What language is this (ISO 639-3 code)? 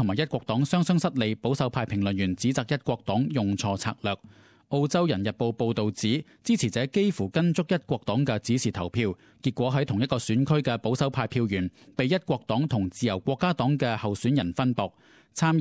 yue